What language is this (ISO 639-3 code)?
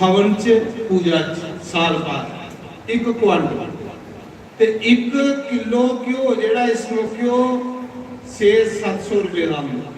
doi